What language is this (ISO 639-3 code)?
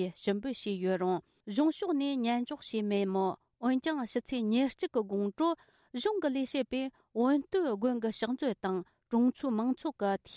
bod